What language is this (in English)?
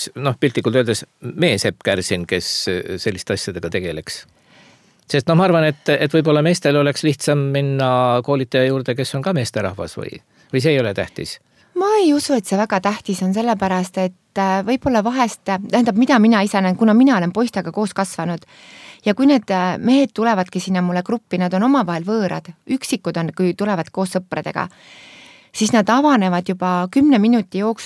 Estonian